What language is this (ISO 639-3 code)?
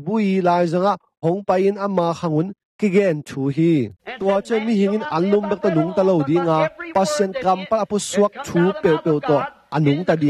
ctd